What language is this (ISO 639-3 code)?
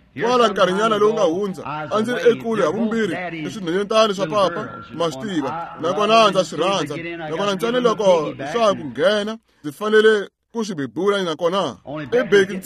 tso